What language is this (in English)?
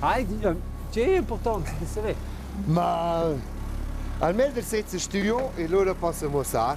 Romansh